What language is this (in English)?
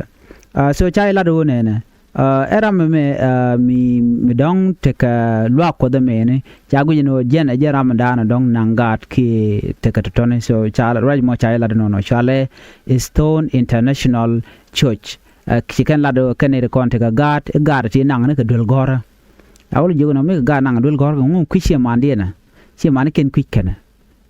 Nuer